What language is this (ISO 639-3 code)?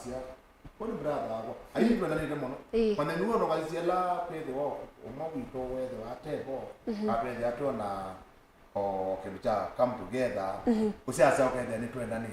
kam